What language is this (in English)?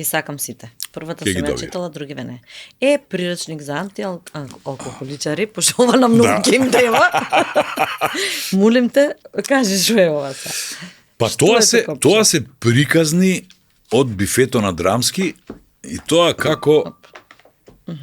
Macedonian